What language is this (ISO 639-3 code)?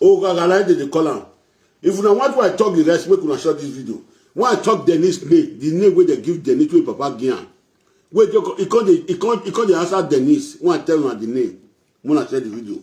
pcm